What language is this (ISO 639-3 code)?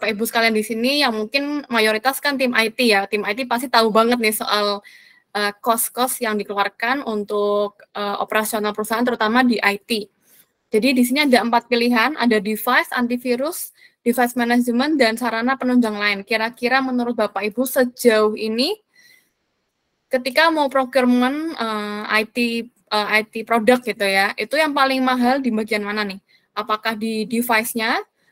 ind